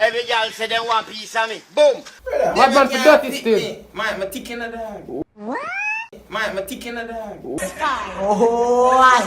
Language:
Jamaican Creole English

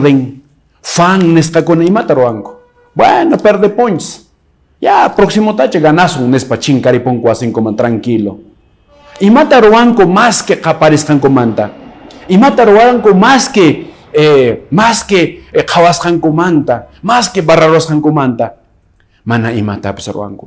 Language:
Quechua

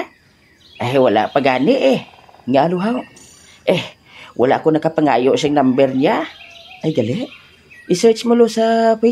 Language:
Hiligaynon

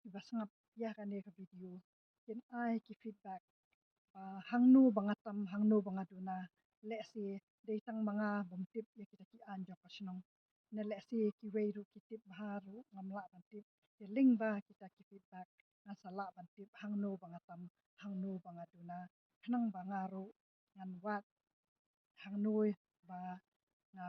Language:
Khasi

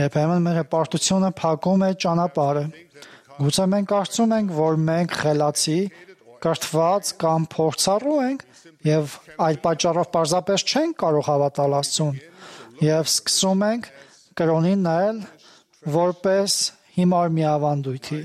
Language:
Armenian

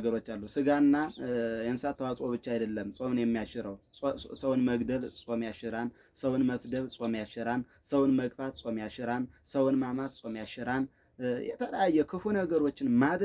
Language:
Amharic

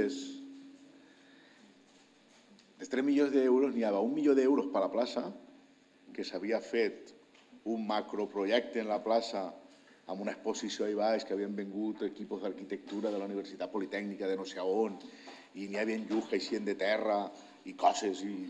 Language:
Catalan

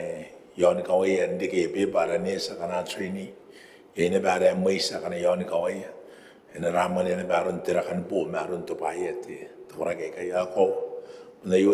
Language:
Gilbertese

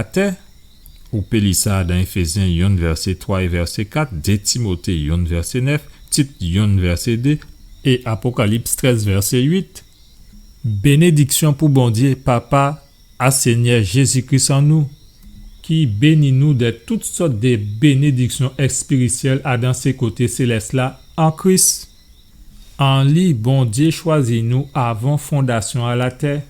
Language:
Guadeloupean Creole French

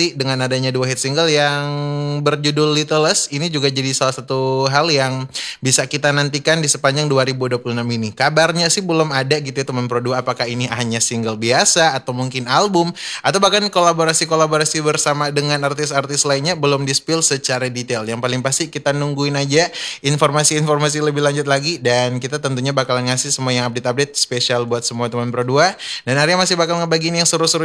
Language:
Indonesian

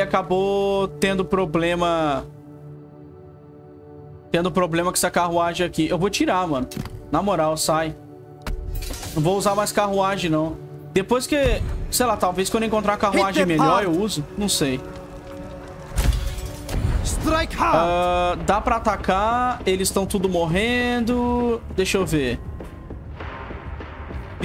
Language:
Portuguese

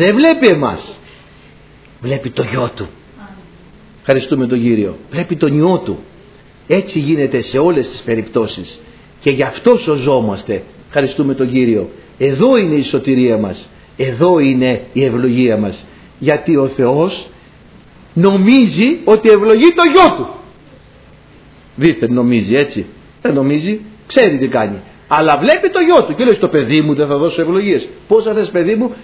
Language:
Greek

